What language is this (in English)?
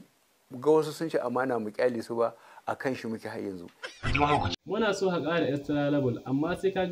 Hausa